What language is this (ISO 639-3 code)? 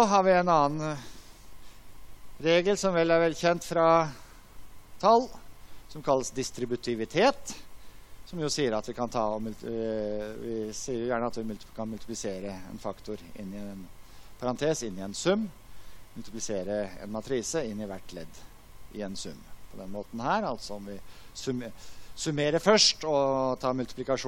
nor